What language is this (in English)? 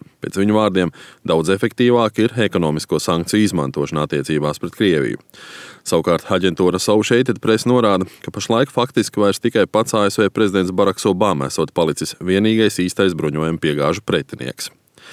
Latvian